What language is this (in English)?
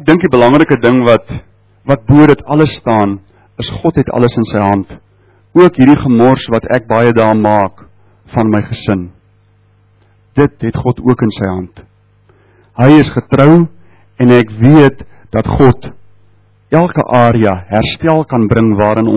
Afrikaans